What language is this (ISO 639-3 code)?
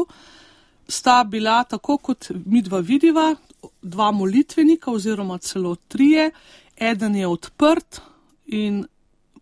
slv